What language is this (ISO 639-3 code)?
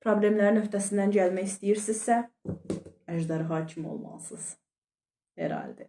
aze